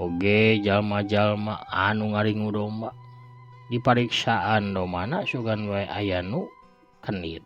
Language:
Sundanese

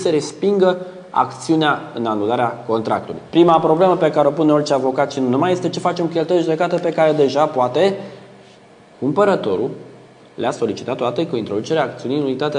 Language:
Romanian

